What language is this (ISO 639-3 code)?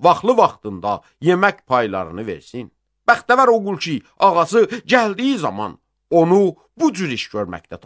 aze